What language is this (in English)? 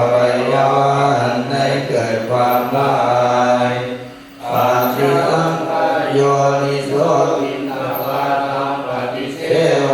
Pali